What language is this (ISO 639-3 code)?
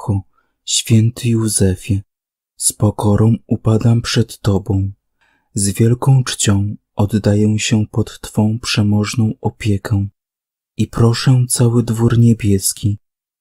pol